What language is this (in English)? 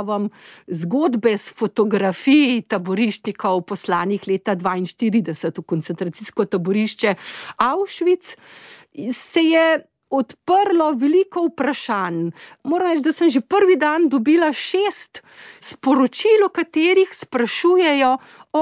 Slovenian